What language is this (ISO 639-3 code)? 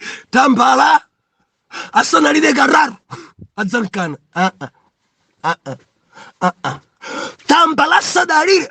nya